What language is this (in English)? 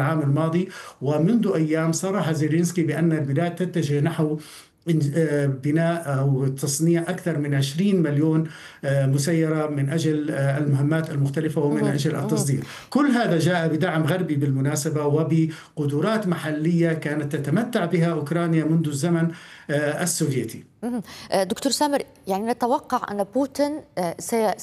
Arabic